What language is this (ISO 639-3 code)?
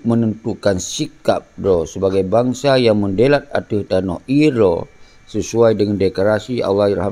ace